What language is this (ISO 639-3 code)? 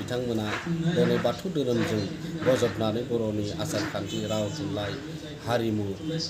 brx